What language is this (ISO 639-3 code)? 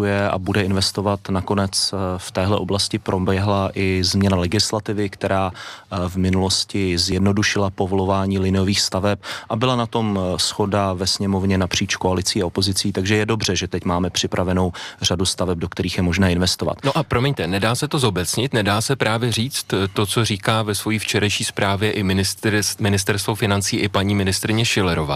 ces